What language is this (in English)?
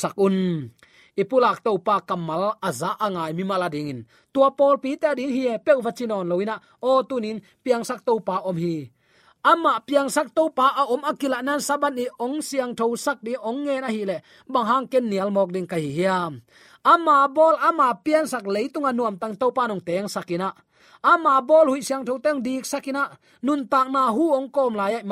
Tedim Chin